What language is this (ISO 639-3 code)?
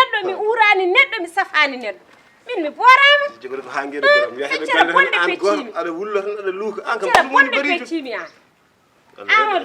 ful